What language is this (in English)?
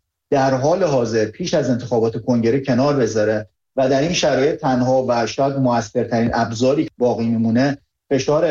Persian